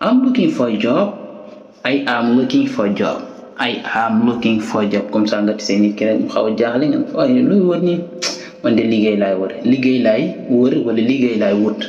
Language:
Wolof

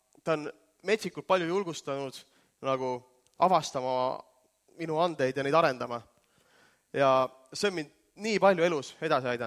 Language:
Estonian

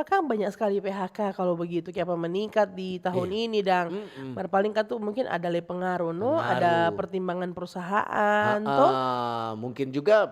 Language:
Manado Malay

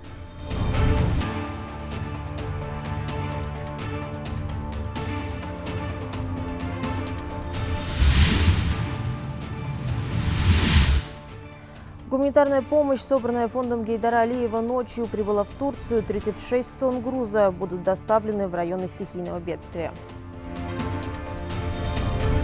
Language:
Russian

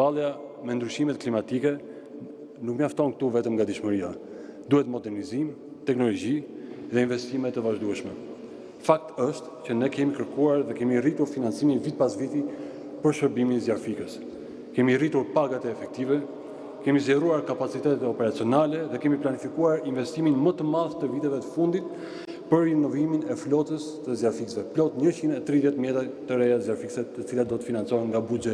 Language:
Albanian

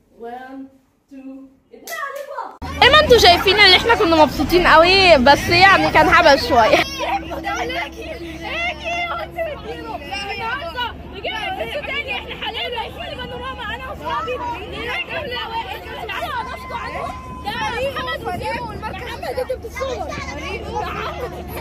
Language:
Egyptian Arabic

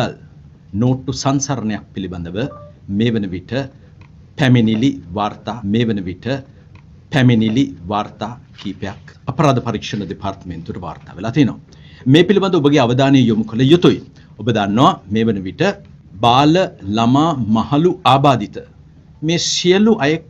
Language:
Sinhala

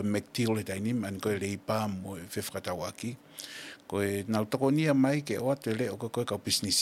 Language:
Tongan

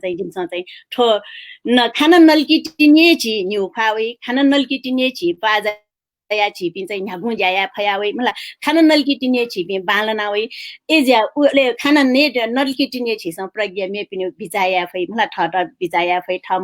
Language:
Newari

